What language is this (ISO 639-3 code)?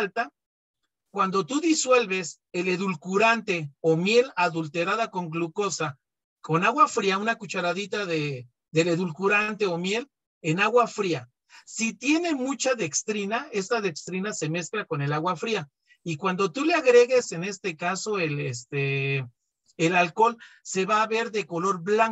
spa